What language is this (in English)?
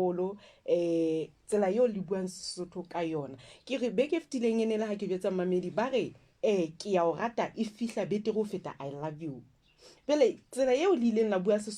Southern Sotho